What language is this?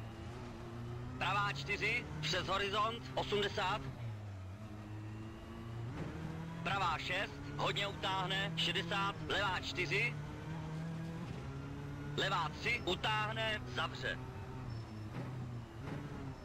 Czech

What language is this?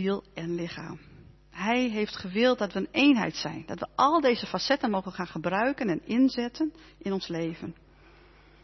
Dutch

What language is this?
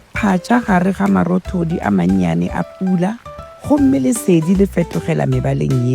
Northern Sotho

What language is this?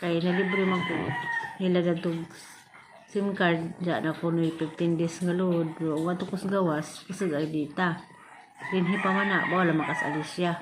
Cebuano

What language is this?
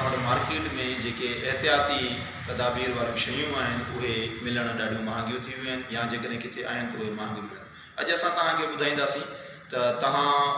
Sindhi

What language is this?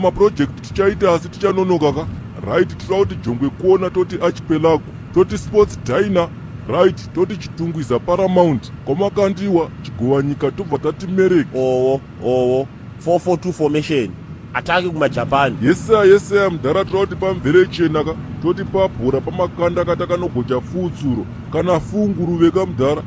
Shona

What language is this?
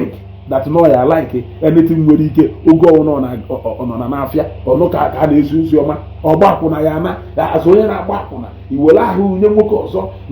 Igbo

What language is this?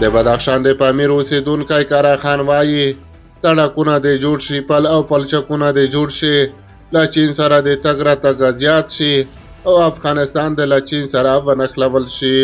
Pashto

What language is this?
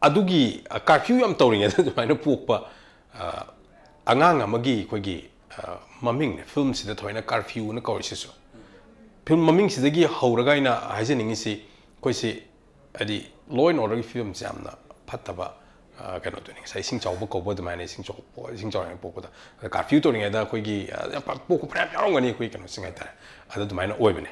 Manipuri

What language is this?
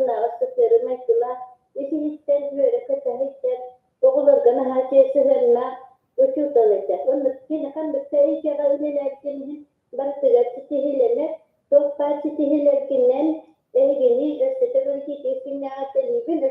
Yakut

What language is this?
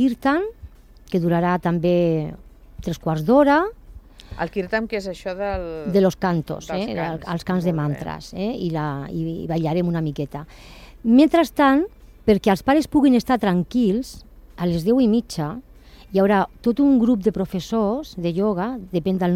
Catalan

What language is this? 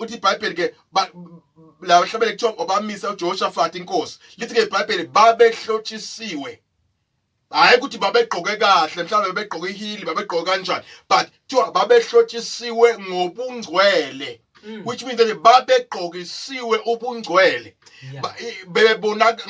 Zulu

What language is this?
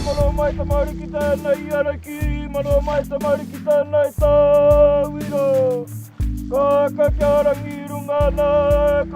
Māori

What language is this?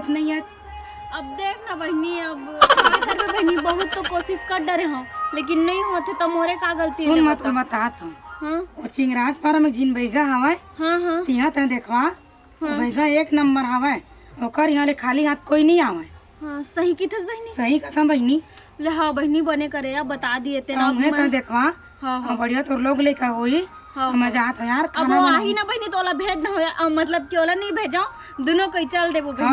Chhattisgarhi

